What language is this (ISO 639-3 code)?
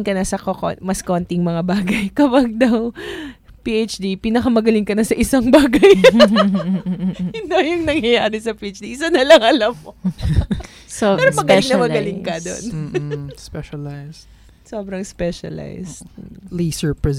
fil